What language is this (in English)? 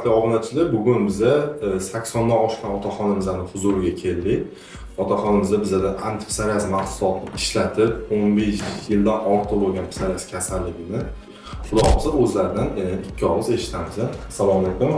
Uzbek